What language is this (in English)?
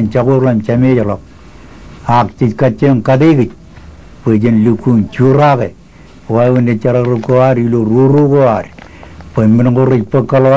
Marshallese